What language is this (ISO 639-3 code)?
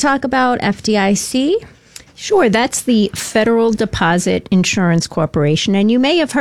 eng